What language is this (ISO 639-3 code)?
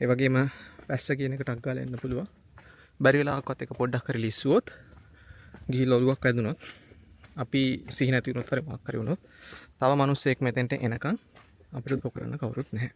sin